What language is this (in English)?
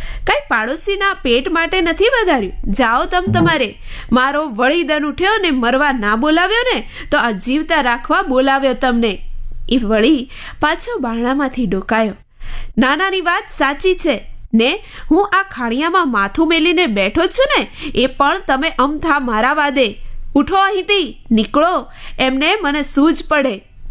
Gujarati